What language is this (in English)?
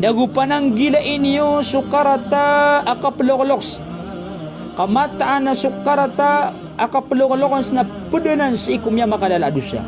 Maranao